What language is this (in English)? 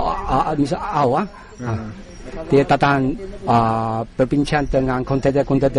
Malay